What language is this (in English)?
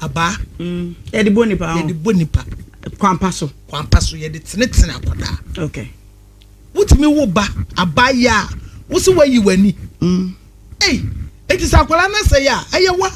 Akan